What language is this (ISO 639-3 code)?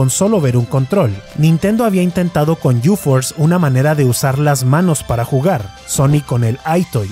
spa